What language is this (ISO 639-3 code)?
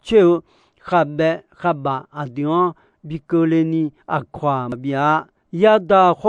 ahk